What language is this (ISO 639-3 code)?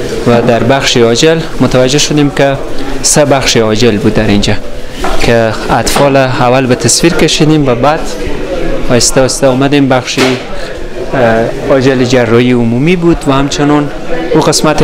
fas